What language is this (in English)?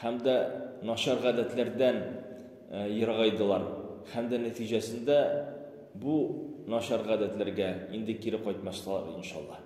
Tatar